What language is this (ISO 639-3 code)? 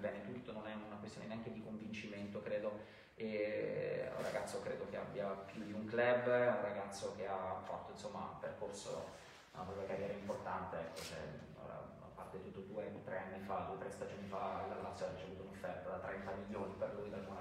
ita